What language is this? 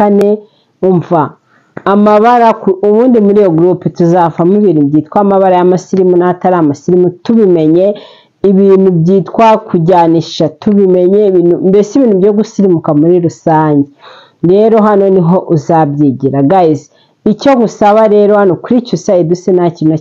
Kinyarwanda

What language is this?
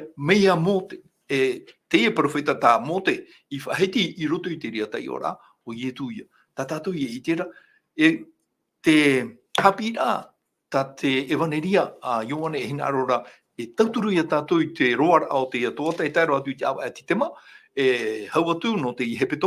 Tahitian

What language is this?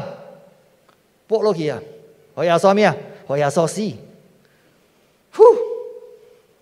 Min Nan Chinese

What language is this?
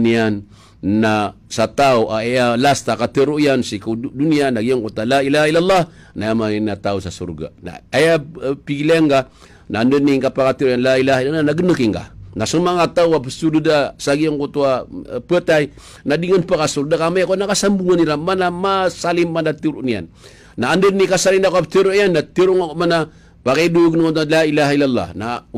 Maranao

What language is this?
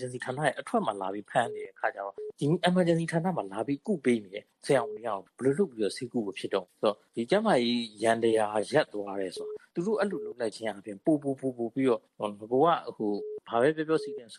Burmese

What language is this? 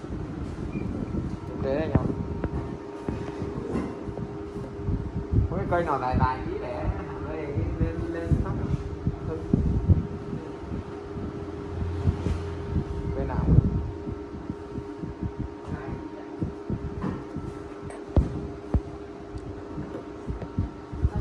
Vietnamese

